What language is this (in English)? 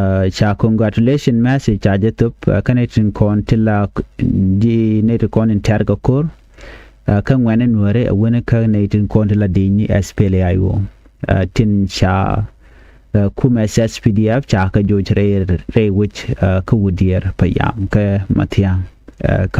Nuer